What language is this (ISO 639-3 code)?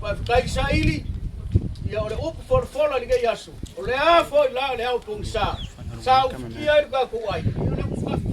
smo